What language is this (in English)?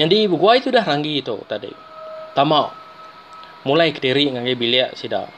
Iban